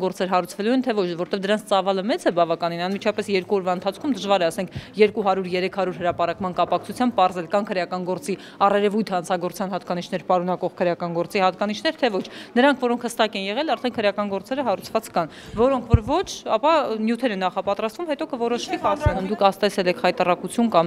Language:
Armenian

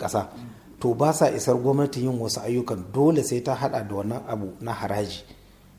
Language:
Hausa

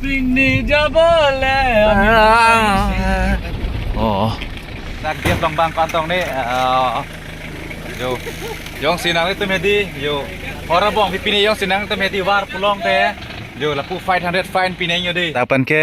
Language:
Karbi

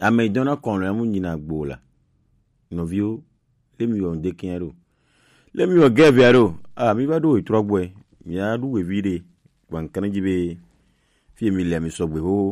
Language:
Gen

